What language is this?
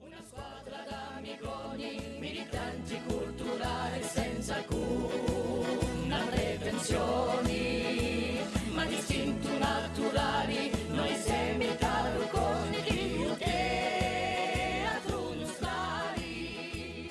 Corsican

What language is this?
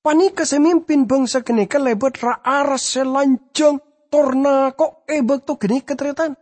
Madurese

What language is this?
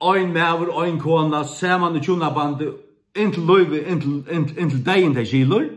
Faroese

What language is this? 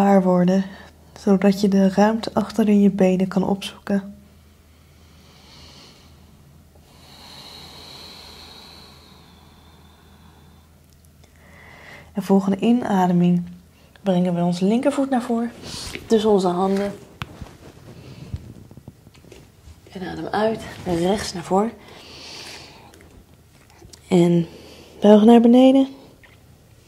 Dutch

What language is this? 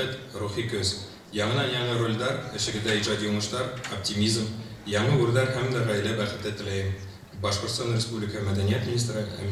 Bashkir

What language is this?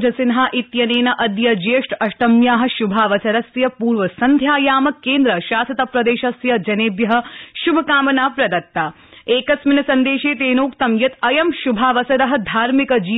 Sanskrit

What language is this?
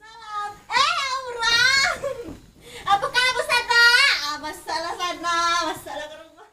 Minangkabau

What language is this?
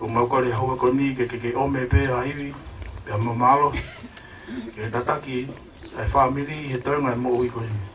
Tongan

